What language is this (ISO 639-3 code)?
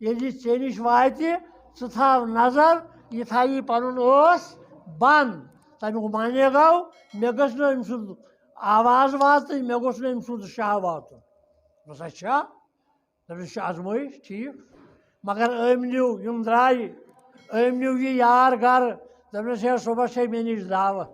kas